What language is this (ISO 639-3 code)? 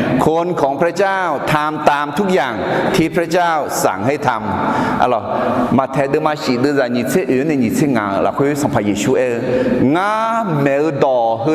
ahk